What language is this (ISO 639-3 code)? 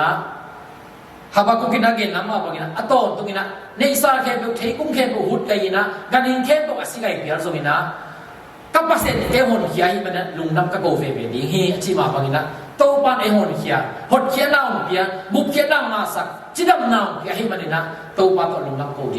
ctd